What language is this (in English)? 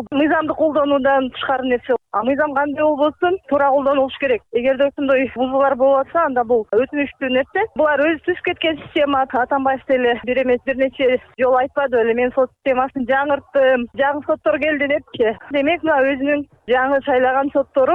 Kyrgyz